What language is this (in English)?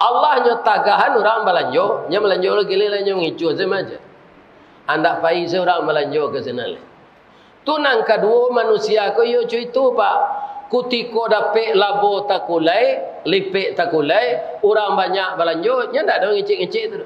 Minangkabau